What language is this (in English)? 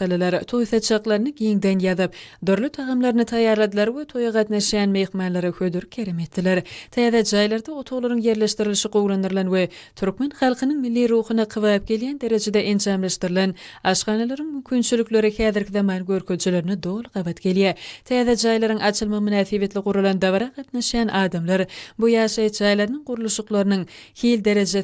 Turkmen